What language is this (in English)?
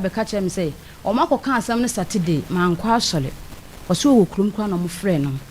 Akan